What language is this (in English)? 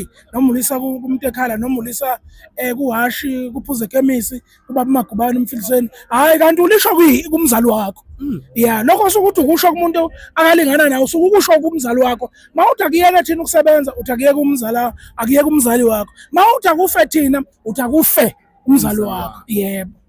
Zulu